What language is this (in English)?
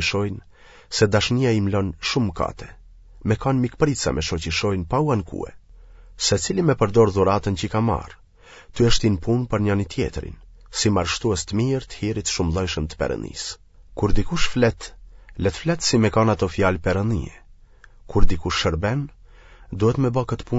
Albanian